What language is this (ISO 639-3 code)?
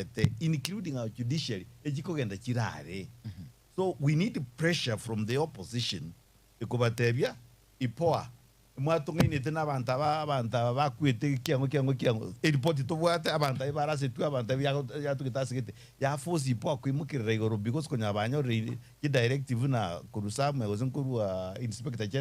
guz